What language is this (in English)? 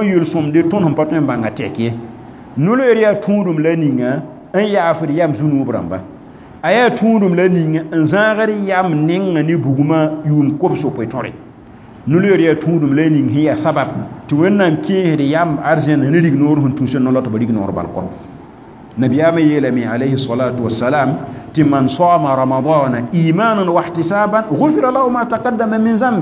Mossi